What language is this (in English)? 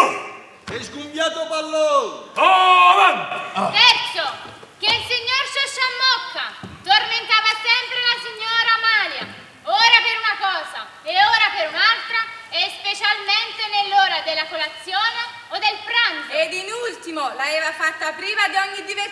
Neapolitan